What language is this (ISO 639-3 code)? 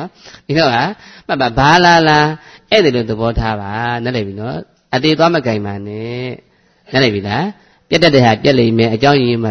mya